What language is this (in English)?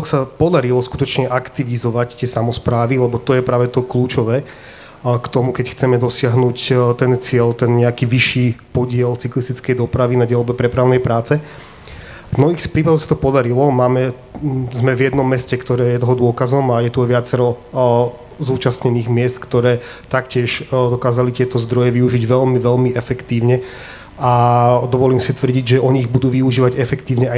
Slovak